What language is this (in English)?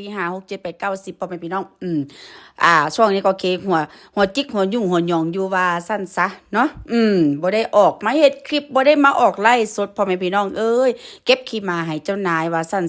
Northeastern Thai